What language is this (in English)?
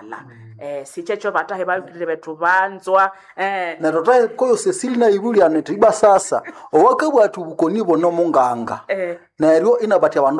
Nande